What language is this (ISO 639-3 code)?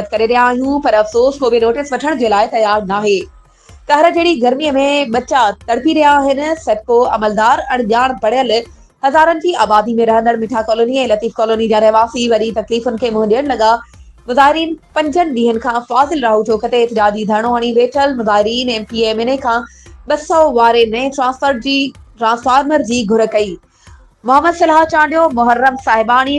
snd